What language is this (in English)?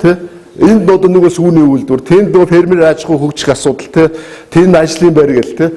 Mongolian